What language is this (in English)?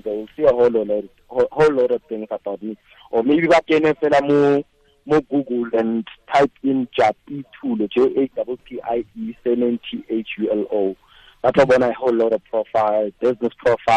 Tswana